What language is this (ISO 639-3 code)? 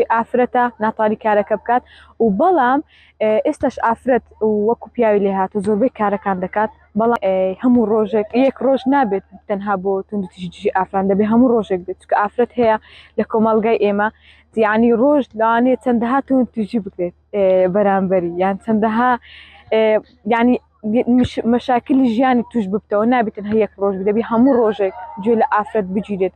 ckb